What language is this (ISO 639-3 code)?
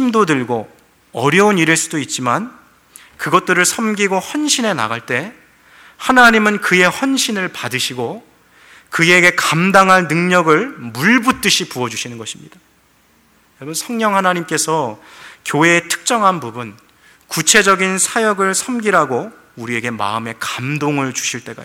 kor